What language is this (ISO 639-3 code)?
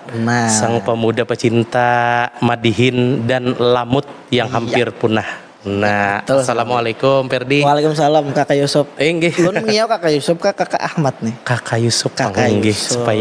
bjn